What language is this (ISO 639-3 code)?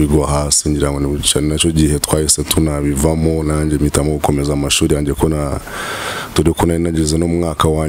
kin